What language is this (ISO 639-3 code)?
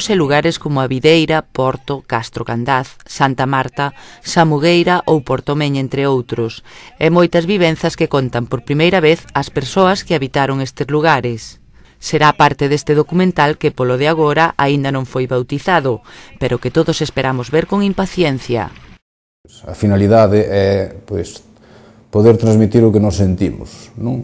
glg